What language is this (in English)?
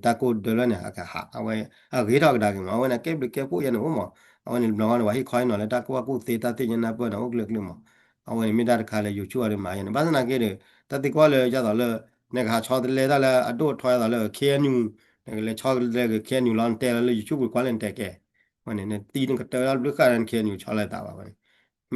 S'gaw Karen